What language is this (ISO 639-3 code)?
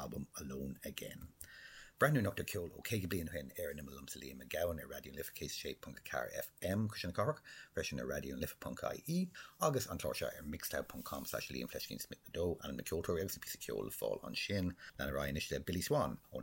gle